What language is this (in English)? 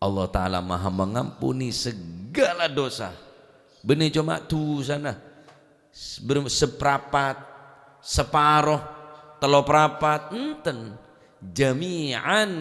Madurese